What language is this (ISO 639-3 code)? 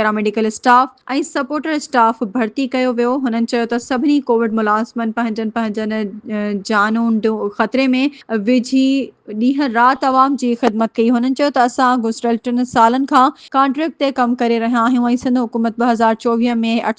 snd